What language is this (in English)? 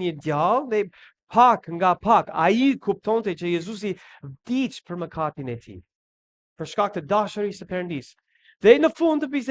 Albanian